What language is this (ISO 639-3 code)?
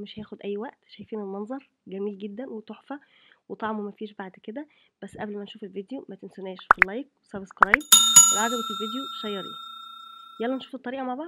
arz